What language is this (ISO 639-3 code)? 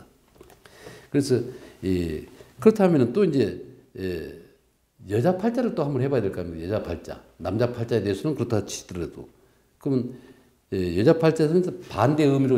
kor